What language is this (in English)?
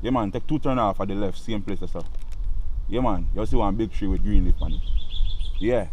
Jamaican Creole English